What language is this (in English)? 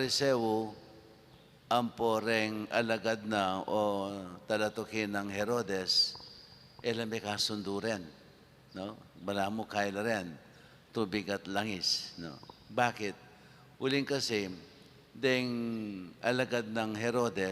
Pampanga